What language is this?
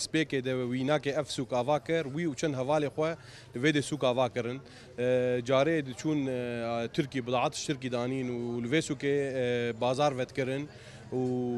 Kurdish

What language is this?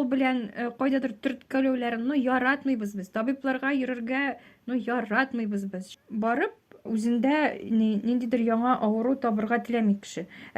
Tatar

